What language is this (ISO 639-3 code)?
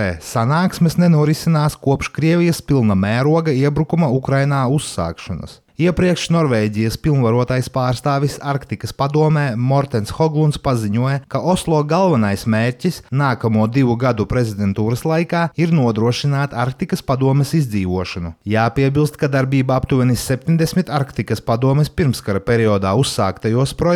lav